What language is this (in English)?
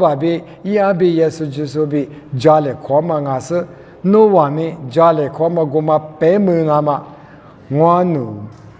Lisu